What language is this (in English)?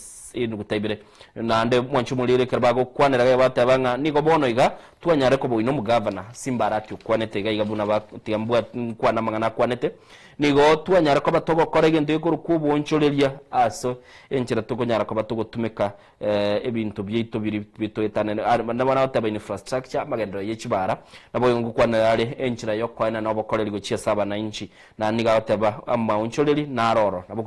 Gusii